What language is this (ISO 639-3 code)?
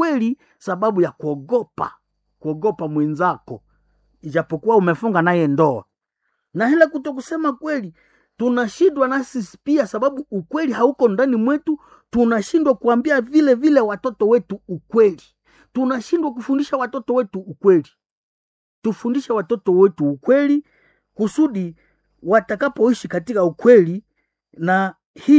swa